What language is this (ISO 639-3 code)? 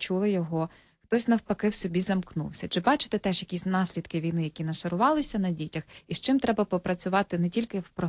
ukr